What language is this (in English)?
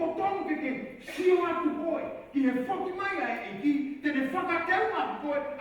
Tongan